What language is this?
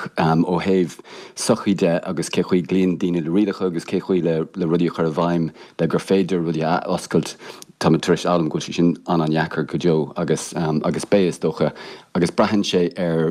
Irish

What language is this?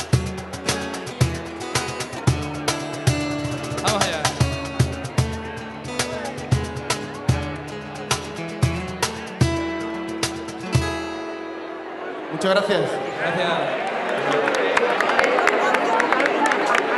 Spanish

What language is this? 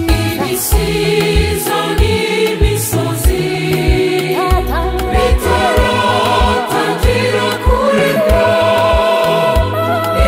Kinyarwanda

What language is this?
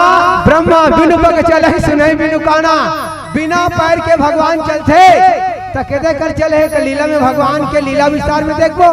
Chhattisgarhi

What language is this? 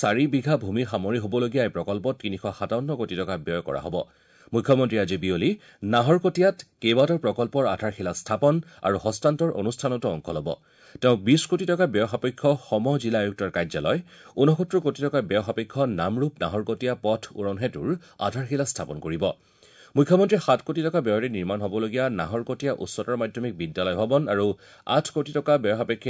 Assamese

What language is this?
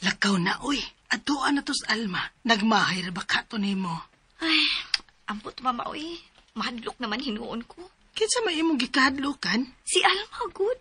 Cebuano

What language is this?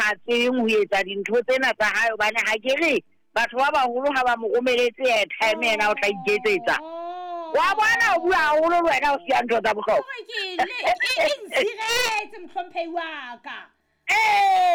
Southern Sotho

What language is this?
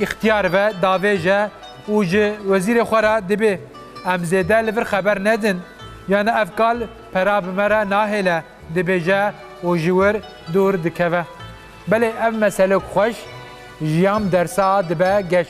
Kurdish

